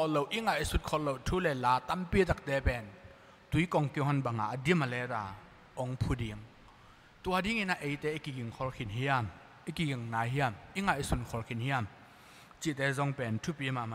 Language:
Tedim Chin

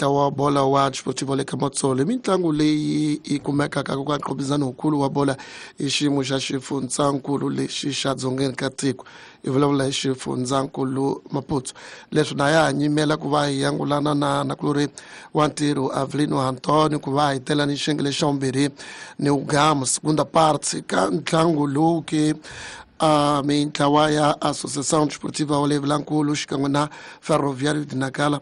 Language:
Tsonga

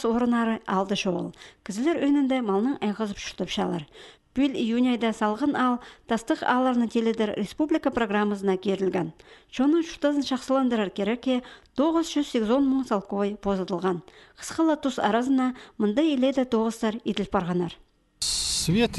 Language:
Khakas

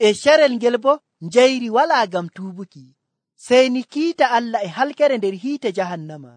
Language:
Nigerian Fulfulde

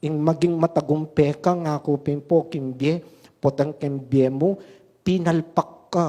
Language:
Pampanga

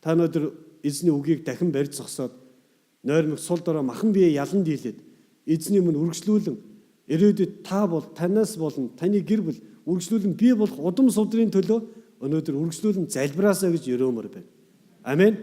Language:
Mongolian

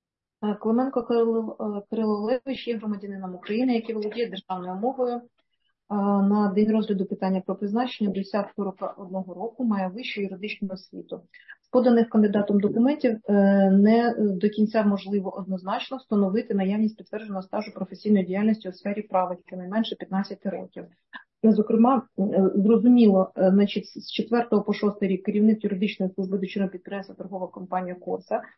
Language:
Ukrainian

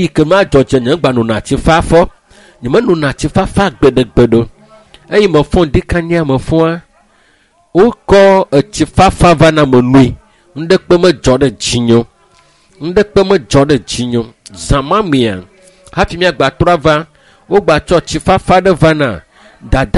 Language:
Ewe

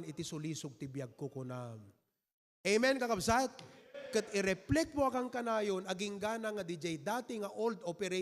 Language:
Iloko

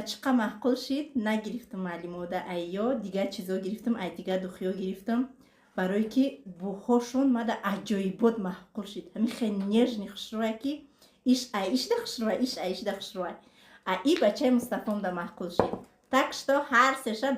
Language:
Tajik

